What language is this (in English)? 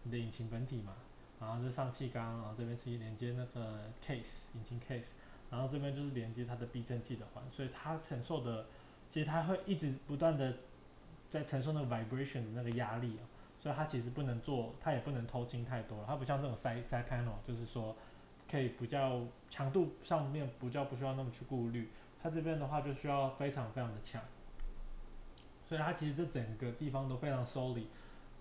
Chinese